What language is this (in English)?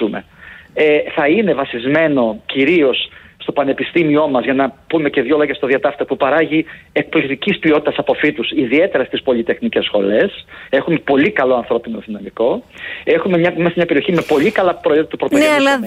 Greek